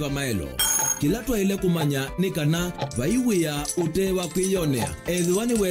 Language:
Kamba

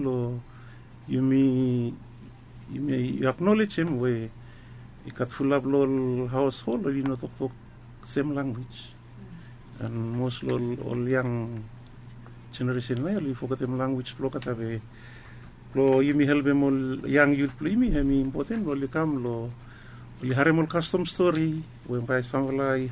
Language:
Bislama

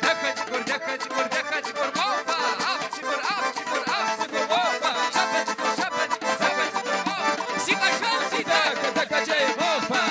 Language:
Kabardian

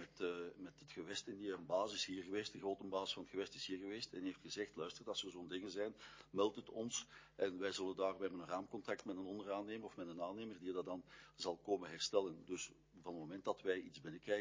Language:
Dutch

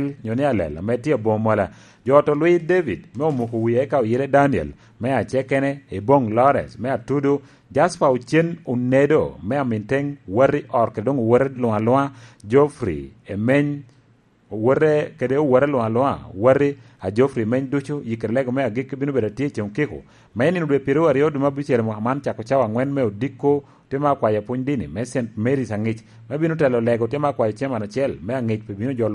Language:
Lango (Uganda)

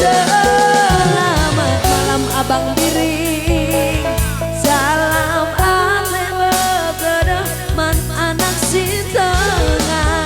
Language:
Batak Karo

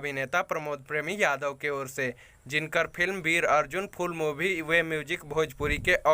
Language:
Bhojpuri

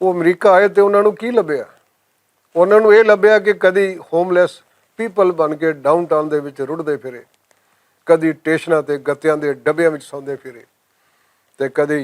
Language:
Western Panjabi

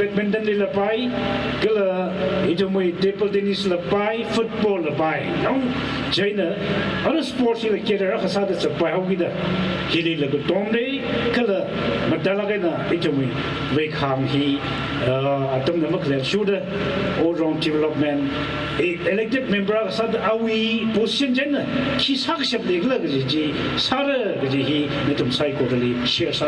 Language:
Tangkhul Naga (India)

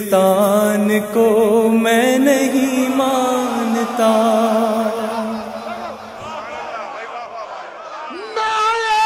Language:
Urdu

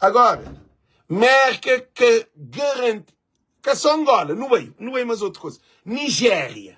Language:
Kabuverdianu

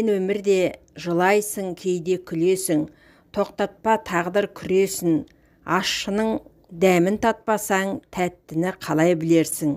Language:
Kazakh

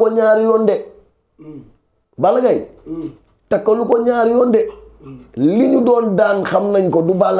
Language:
Wolof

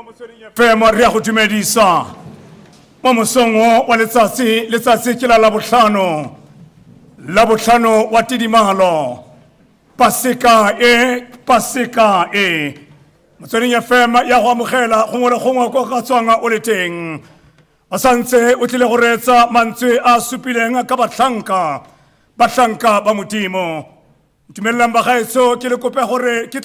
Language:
Tswana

